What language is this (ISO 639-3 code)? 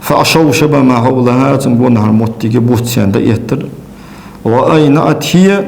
inh